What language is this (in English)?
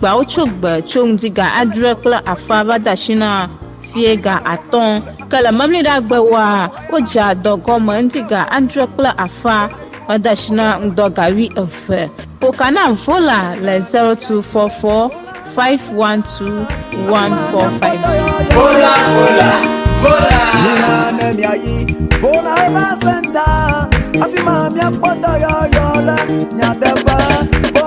Ewe